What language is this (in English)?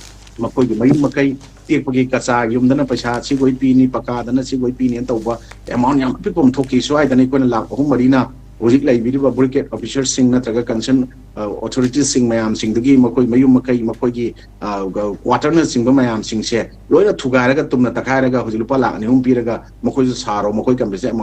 Manipuri